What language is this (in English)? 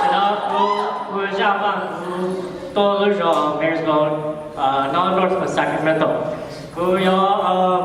Hmong